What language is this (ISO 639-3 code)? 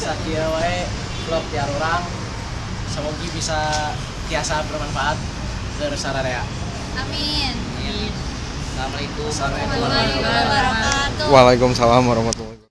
sun